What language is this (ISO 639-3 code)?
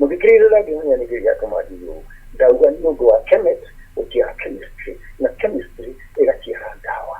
kik